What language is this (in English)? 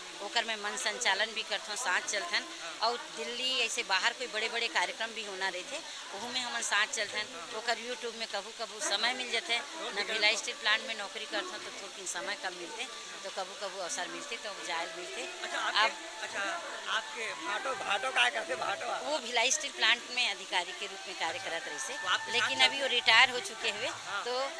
Chhattisgarhi